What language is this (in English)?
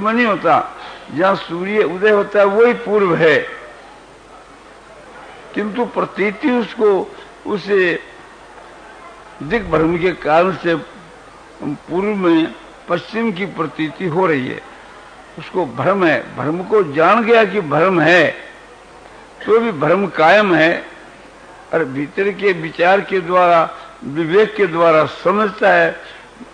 Hindi